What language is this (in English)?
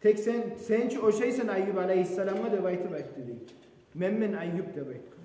Kumyk